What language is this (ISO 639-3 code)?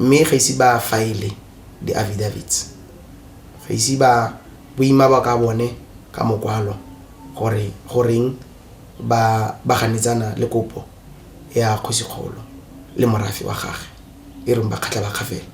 tsn